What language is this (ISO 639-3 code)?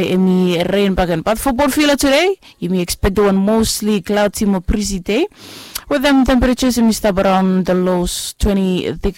bis